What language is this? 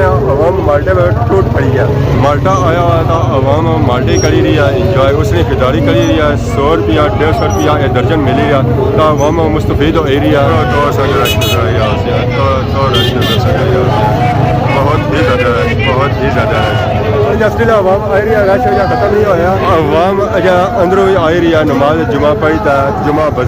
Pahari-Potwari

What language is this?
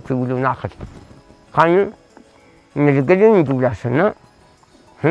Cogui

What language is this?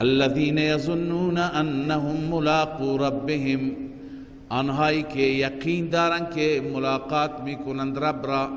Persian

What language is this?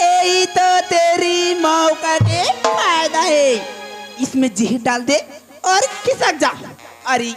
Chhattisgarhi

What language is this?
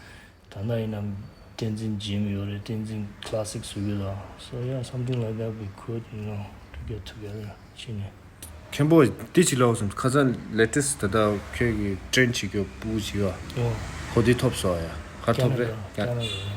Tibetan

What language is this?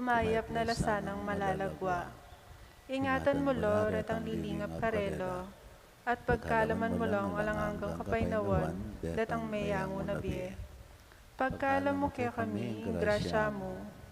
Pampanga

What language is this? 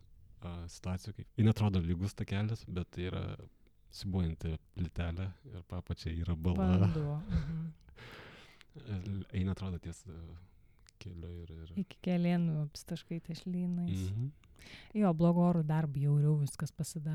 Lithuanian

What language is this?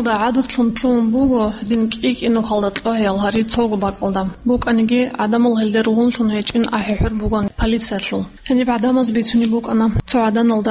Avaric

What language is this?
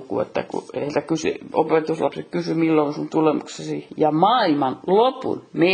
Finnish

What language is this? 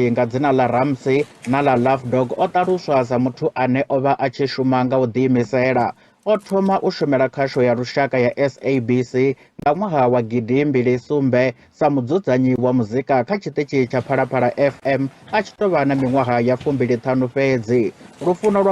Venda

